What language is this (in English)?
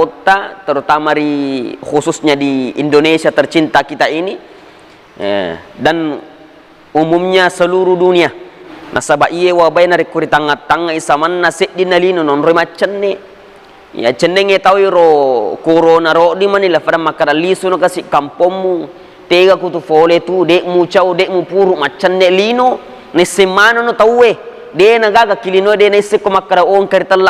Buginese